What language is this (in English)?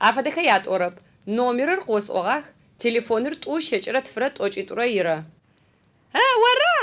Adyghe